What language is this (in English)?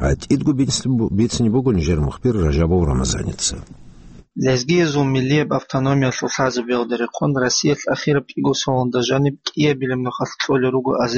Avaric